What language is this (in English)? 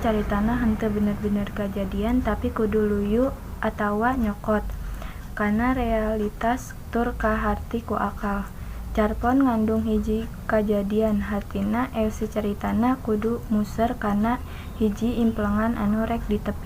Sundanese